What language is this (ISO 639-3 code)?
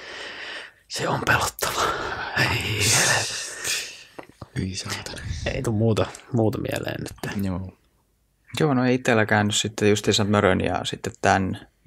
fin